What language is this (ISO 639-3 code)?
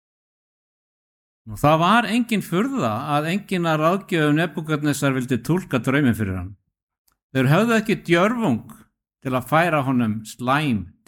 isl